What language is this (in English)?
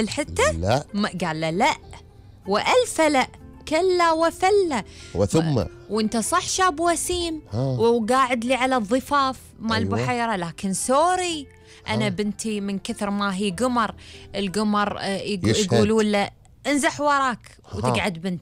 Gulf Arabic